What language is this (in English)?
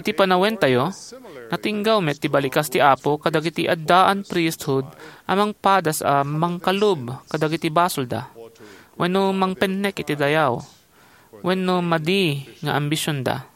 Iloko